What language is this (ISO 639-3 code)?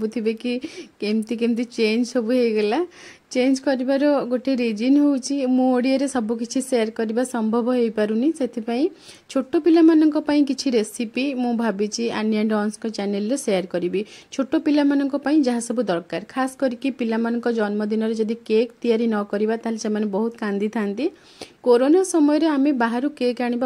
ori